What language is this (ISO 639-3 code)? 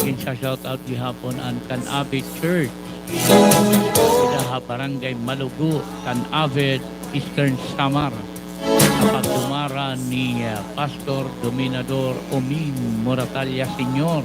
war